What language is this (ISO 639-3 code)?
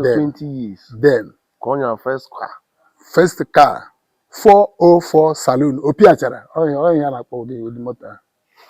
ibo